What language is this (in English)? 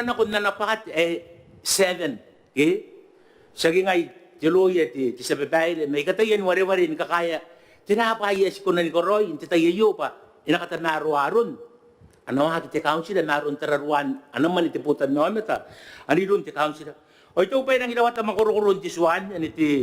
Gilbertese